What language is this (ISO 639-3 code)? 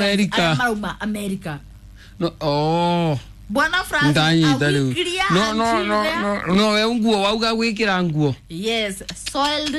kik